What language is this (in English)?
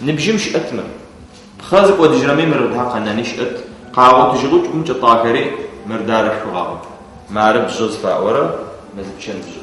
Adyghe